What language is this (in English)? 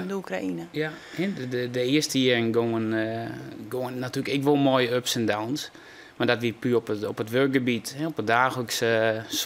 Western Frisian